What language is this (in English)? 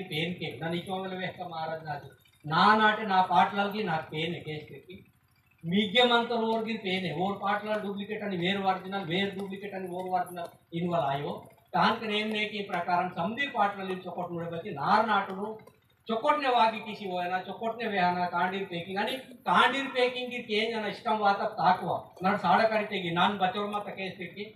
Aheri Gondi